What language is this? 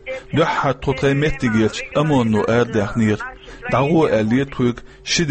Chechen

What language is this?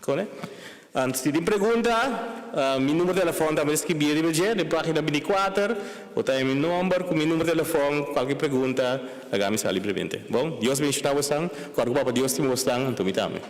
Papiamento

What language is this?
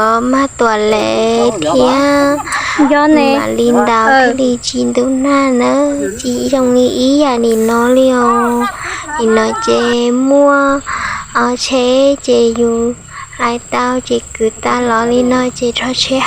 Hmong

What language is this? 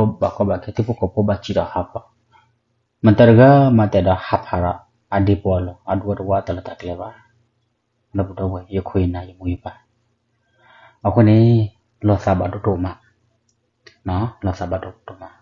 S'gaw Karen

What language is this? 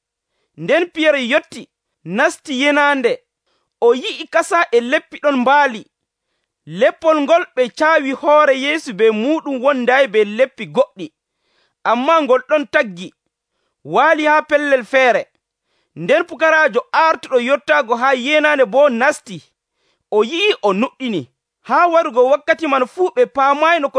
Nigerian Fulfulde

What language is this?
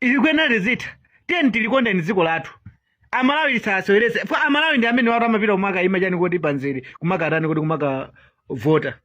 Nyanja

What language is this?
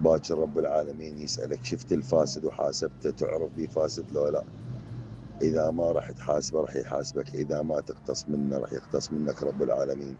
Mesopotamian Arabic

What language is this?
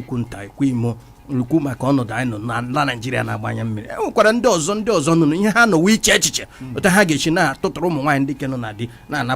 Igbo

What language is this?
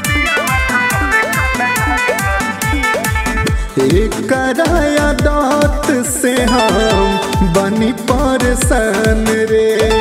Bhojpuri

